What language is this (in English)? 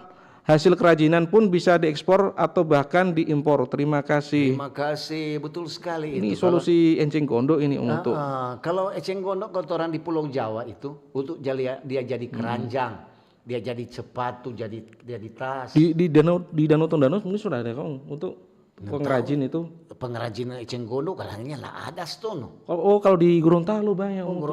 Manado Malay